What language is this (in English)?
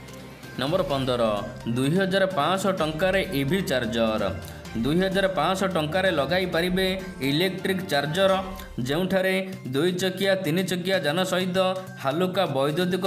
Odia